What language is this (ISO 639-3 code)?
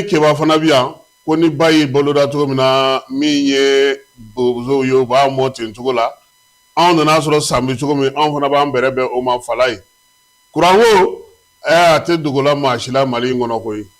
bam